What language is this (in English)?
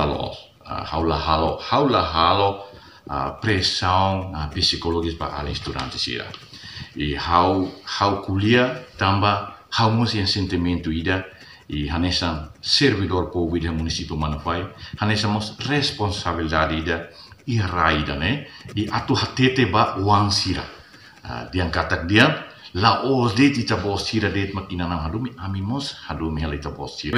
Tetum